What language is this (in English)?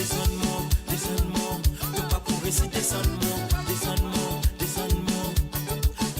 Morisyen